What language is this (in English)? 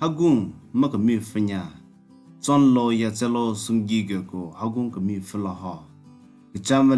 Southern Rengma Naga